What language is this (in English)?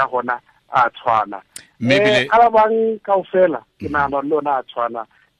Tswana